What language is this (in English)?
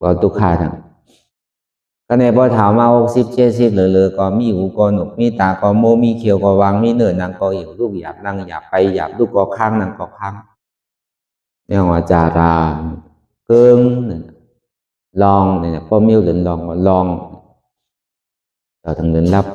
Shan